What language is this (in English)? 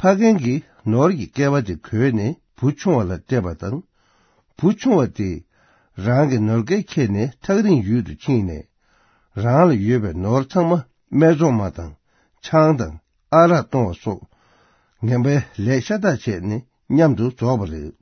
Tibetan